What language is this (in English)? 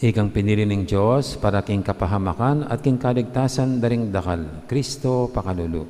Pampanga